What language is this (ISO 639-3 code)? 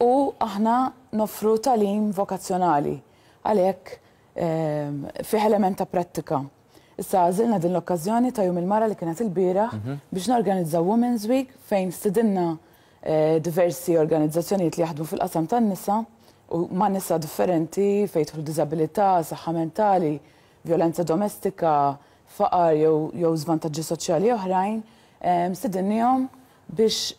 mlt